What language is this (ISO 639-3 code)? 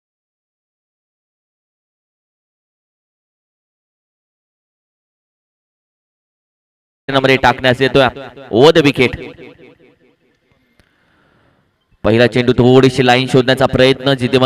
mar